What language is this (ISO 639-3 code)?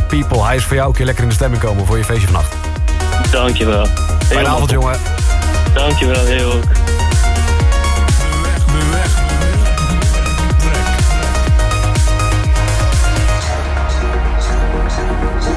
nld